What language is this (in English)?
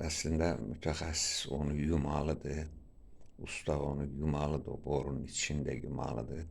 Azerbaijani